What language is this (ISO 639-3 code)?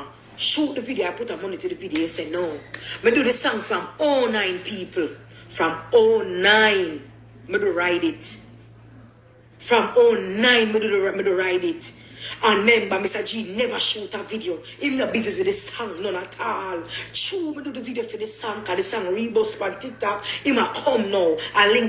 jam